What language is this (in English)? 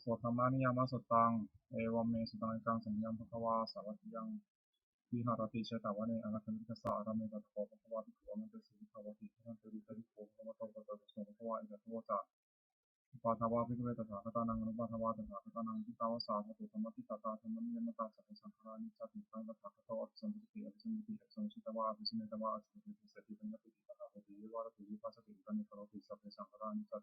Pali